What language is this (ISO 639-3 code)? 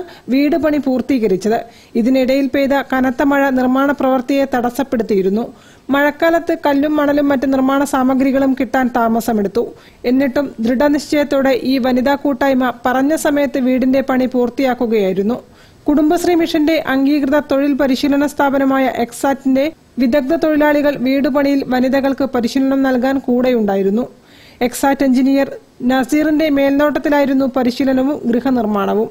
mal